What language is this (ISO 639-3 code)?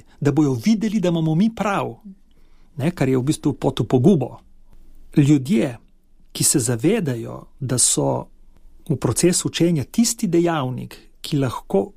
slv